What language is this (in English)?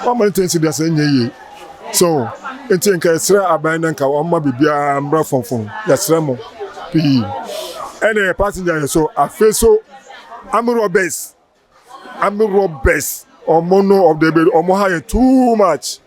Akan